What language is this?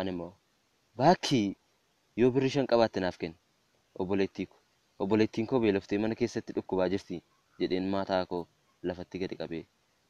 Oromo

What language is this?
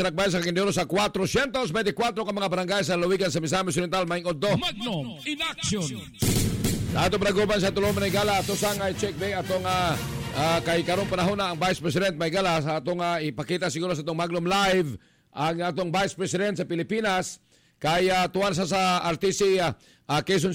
Cebuano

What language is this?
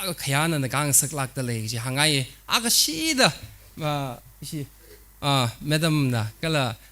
Tangkhul Naga (India)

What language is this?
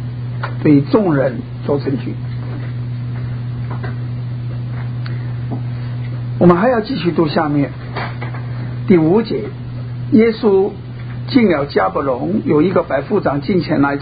Chinese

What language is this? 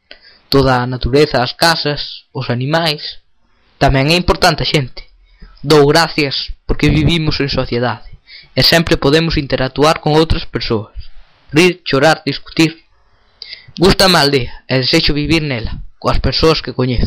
Galician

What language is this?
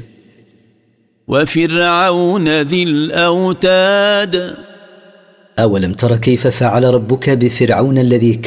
Arabic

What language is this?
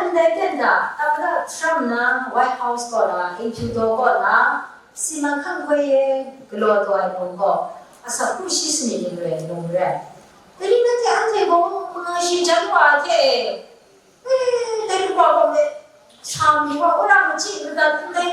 Kachin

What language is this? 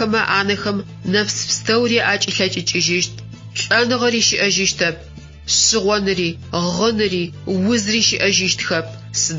Adyghe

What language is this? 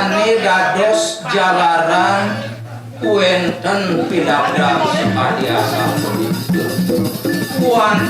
Balinese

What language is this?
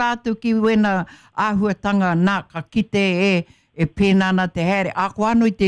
Māori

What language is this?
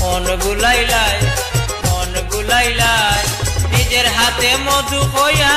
Sylheti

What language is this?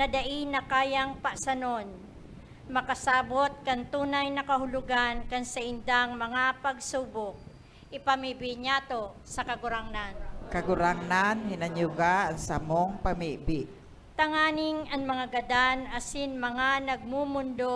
Bikol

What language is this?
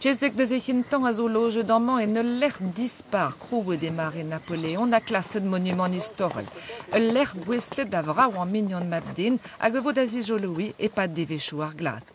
Breton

